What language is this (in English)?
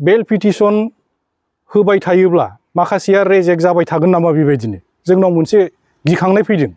Bodo